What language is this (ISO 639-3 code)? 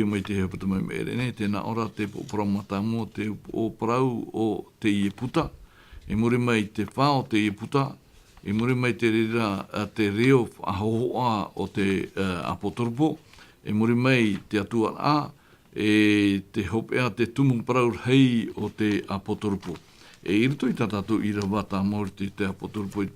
tah